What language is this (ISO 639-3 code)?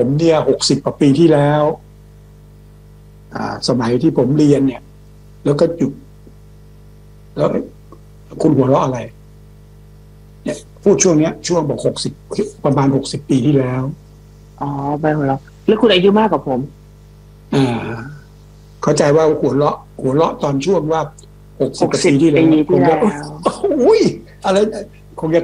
tha